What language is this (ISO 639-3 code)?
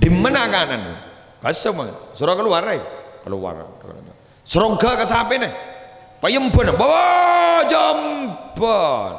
mad